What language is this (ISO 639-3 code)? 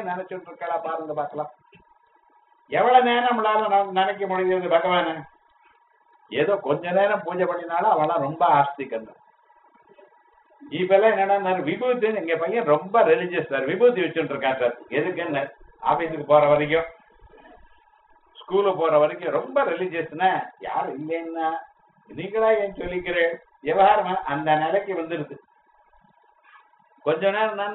tam